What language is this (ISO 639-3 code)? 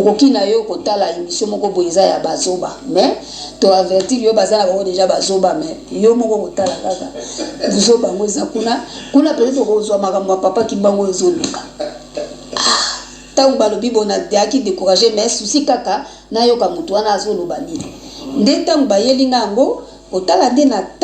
lin